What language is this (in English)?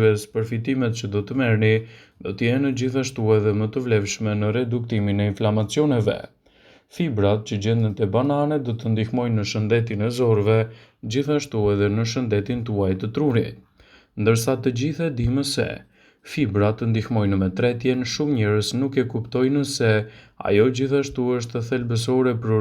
Albanian